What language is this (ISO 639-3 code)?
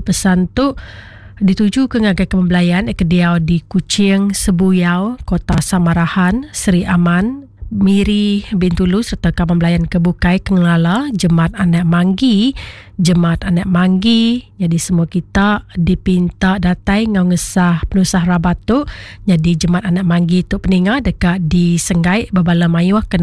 iba